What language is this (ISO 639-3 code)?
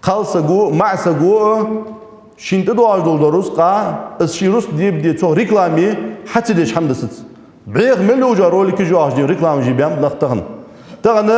inh